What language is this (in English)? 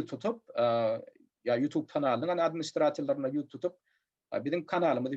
Turkmen